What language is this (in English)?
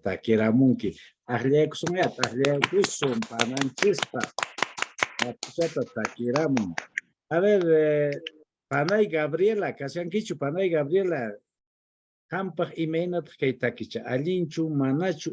Quechua